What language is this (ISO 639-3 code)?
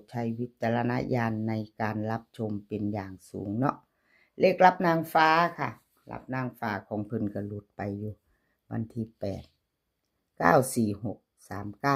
tts